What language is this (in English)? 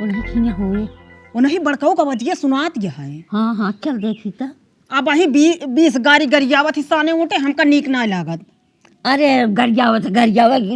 Awadhi